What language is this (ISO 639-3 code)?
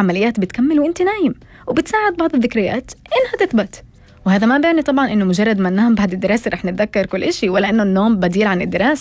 apc